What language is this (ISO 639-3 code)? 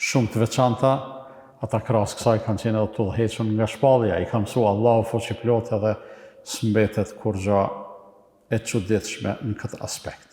sqi